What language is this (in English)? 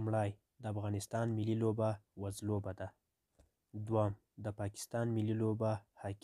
Pashto